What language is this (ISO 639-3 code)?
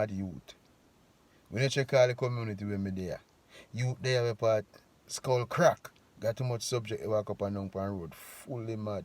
jam